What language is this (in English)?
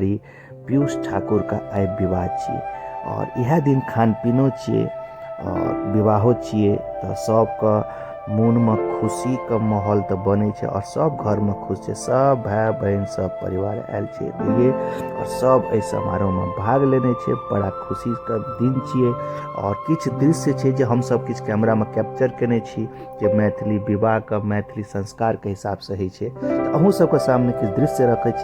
Maithili